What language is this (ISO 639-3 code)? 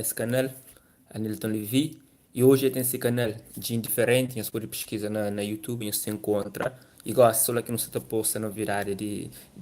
kea